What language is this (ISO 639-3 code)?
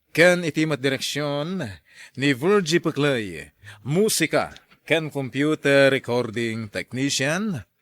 ilo